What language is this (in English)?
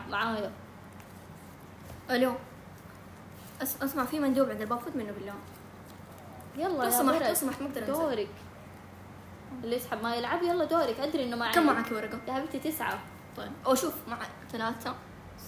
Arabic